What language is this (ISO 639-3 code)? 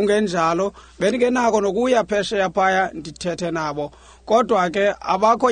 xho